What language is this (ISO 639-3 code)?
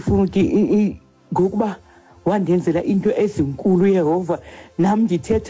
xho